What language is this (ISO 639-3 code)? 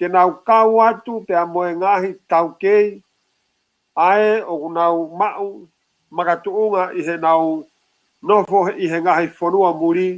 ton